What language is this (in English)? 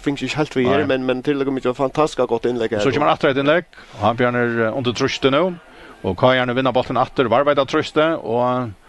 Faroese